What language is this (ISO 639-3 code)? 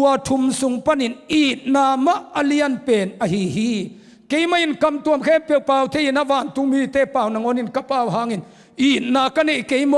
ctd